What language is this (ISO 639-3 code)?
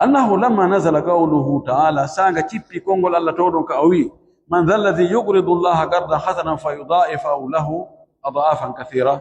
ful